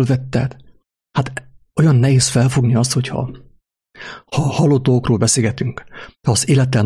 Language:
Hungarian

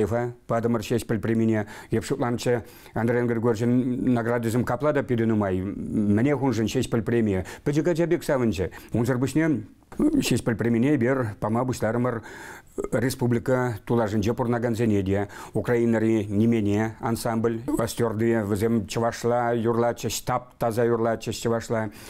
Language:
Chuvash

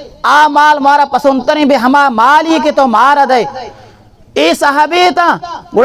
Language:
Baluchi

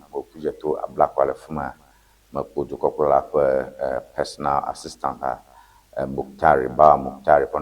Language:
Ewe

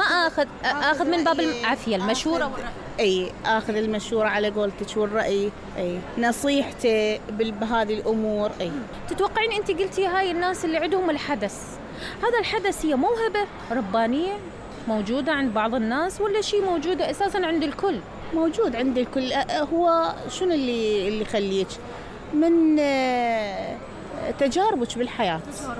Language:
Mesopotamian Arabic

